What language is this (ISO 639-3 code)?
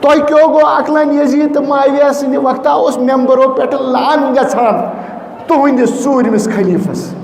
kas